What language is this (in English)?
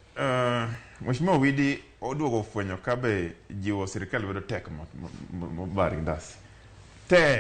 Luo (Kenya and Tanzania)